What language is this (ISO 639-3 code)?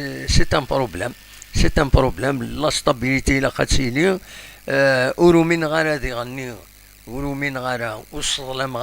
kab